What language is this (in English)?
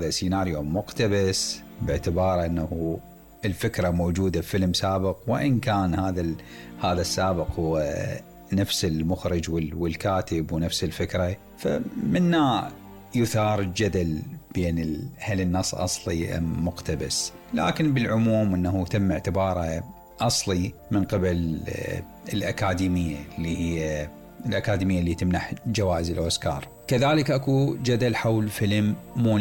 Mesopotamian Arabic